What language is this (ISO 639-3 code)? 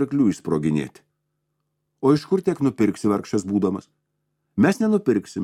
lit